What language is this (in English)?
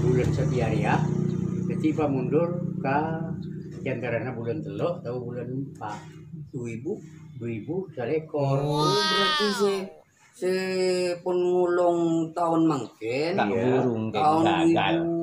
Madurese